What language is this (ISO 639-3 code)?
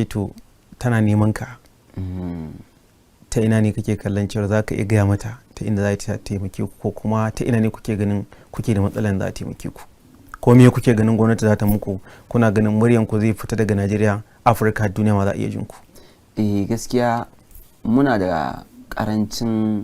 hau